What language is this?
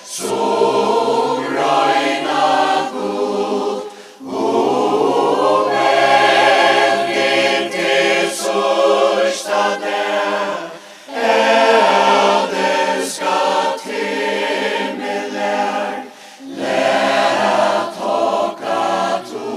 Faroese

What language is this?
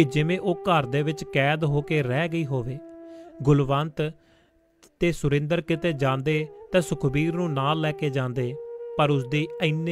Punjabi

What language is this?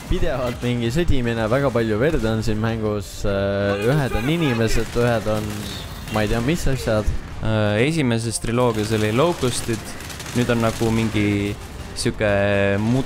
Estonian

